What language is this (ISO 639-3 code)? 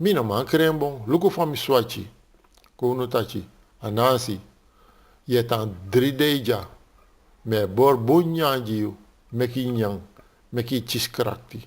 srn